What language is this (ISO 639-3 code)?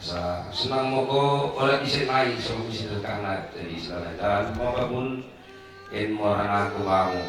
btx